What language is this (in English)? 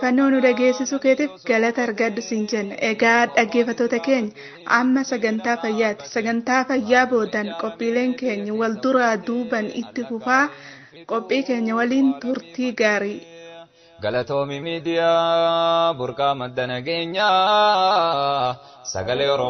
Oromo